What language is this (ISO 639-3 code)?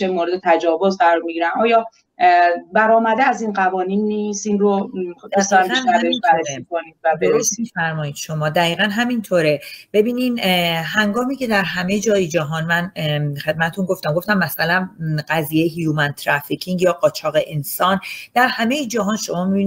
fas